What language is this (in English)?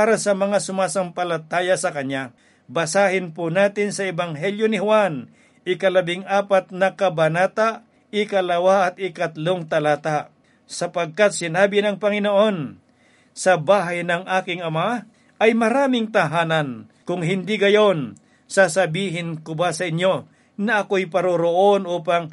Filipino